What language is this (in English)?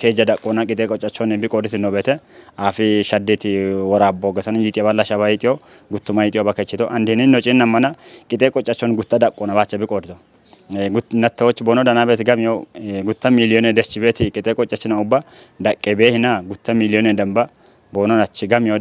Kafa